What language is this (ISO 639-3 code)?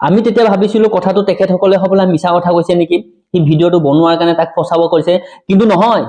asm